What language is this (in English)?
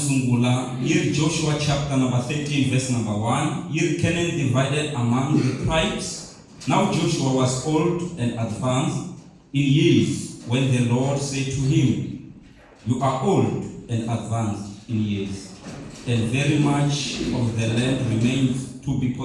Tsonga